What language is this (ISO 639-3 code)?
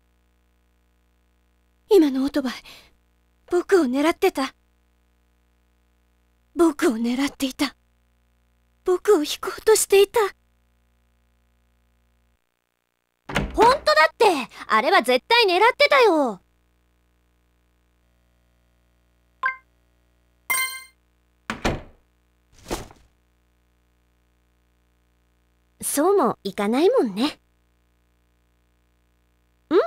jpn